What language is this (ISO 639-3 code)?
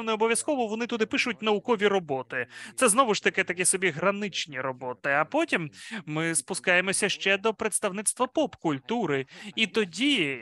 ukr